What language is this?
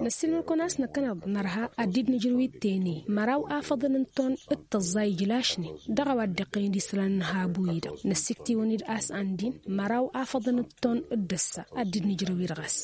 Tamasheq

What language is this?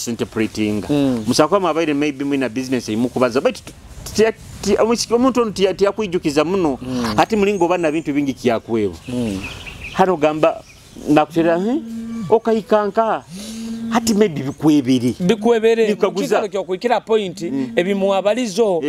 Nyoro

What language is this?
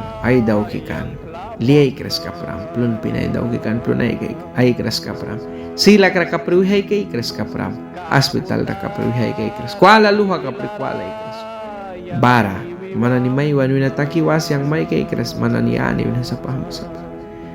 Mískito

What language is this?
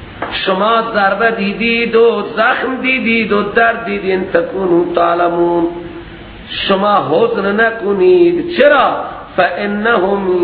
Persian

